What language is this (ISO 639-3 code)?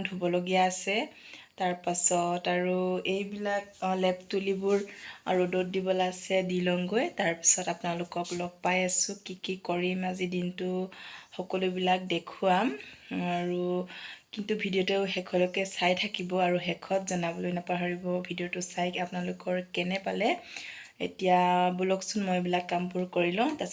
asm